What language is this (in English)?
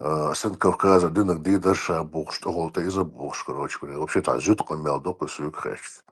Chechen